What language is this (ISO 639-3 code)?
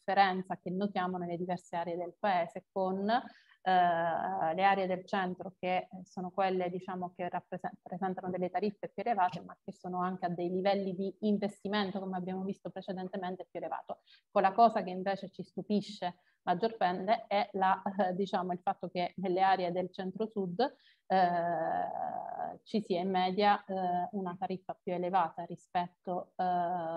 ita